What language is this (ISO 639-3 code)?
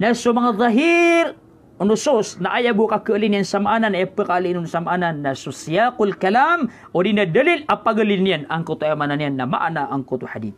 mrw